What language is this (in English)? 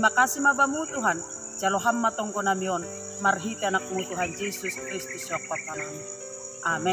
Batak Simalungun